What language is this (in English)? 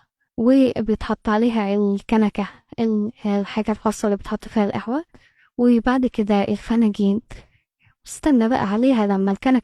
Egyptian Arabic